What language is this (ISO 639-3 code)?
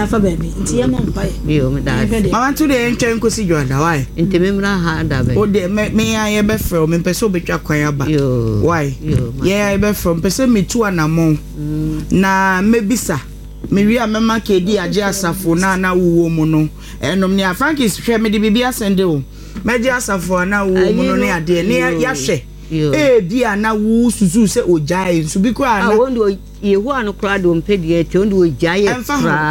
aka